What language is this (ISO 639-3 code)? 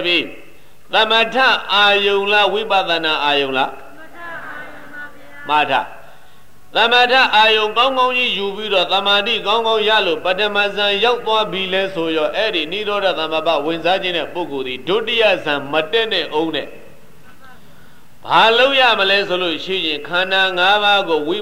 mya